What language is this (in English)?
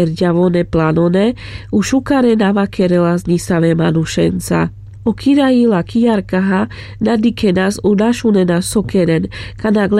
Carpathian Romani